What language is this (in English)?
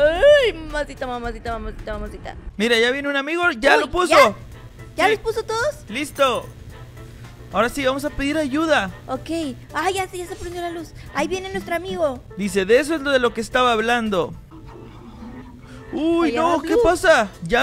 Spanish